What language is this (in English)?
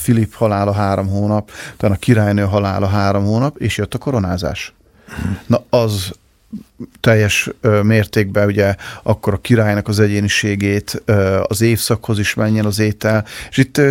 Hungarian